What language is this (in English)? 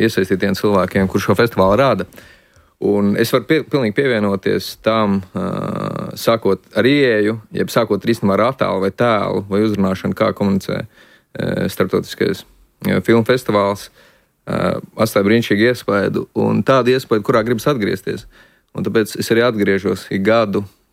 Latvian